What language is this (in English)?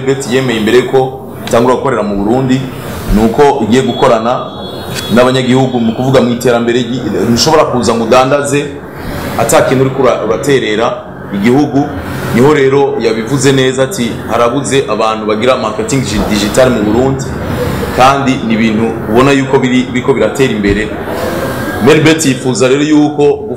Rundi